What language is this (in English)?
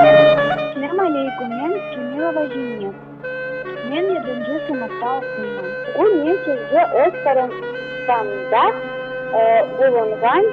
Crimean Tatar